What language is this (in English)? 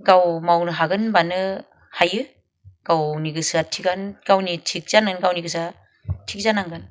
Bodo